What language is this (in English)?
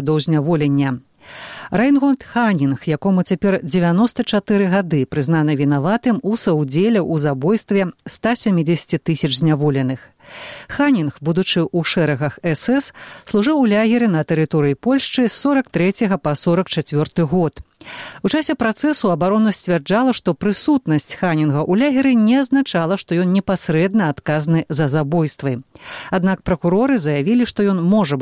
Belarusian